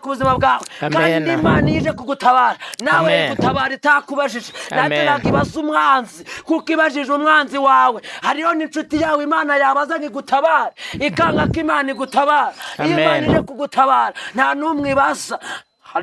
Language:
Kinyarwanda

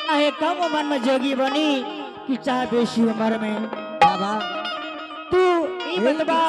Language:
Angika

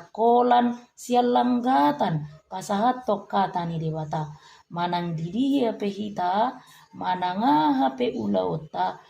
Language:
Batak Toba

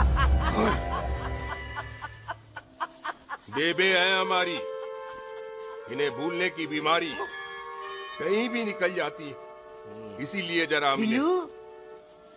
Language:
Hindi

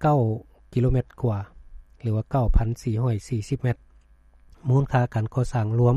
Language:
Lao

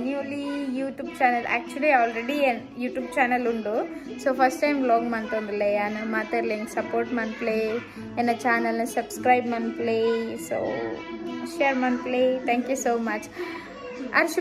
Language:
Tulu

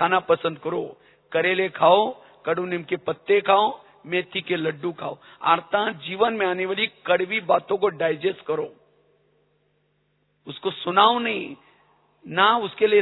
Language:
Hindi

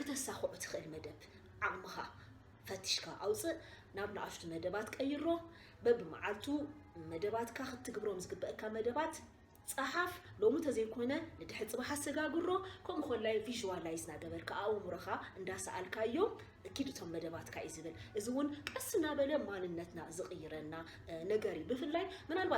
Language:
Tigrinya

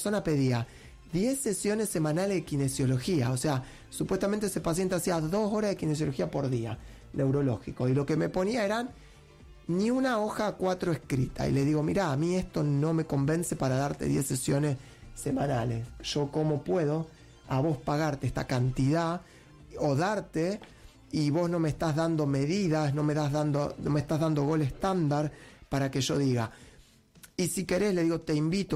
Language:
Spanish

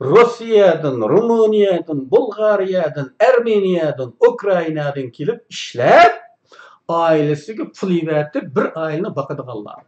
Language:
Uyghur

